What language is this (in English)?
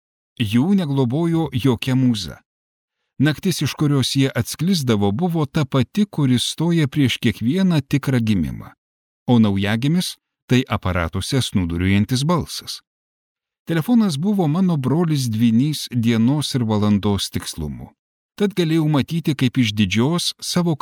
Lithuanian